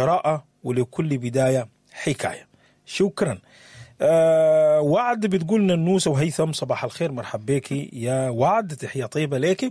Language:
Sudanese Arabic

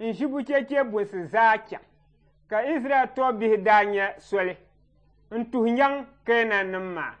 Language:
Dagbani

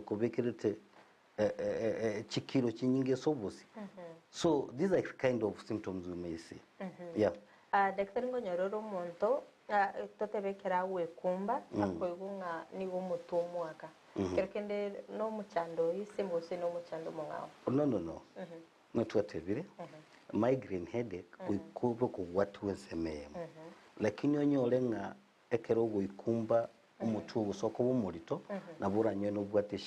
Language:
Gusii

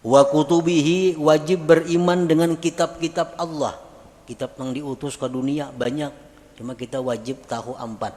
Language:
Banjar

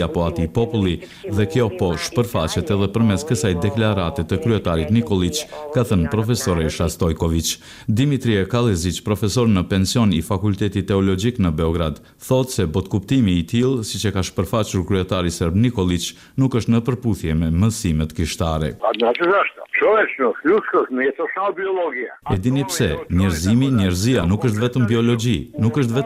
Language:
Albanian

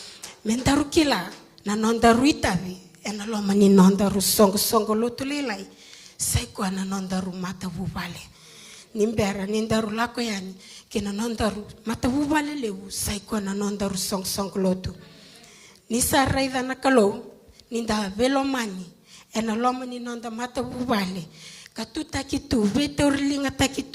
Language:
Fijian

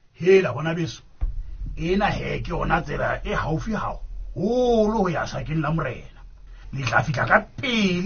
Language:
Southern Sotho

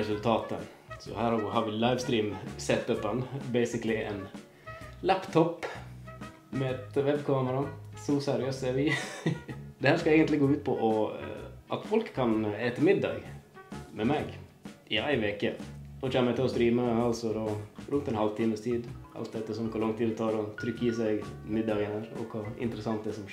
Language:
Norwegian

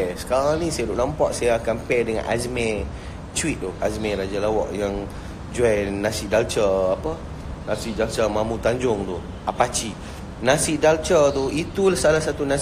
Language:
Malay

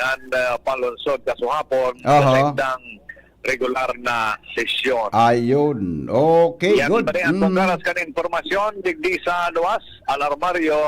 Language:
Bikol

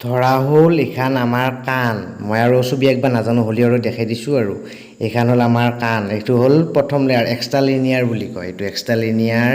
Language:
Assamese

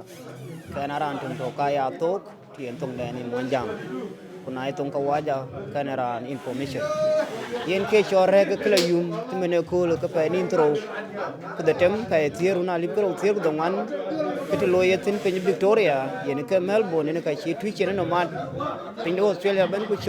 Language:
Dinka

